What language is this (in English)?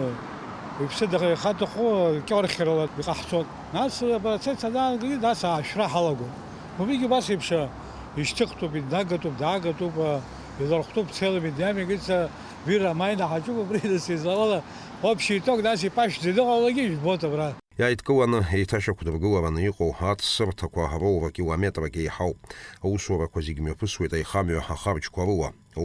Abkhazian